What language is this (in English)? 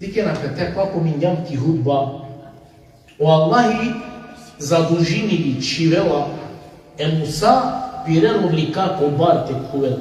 Balkan Romani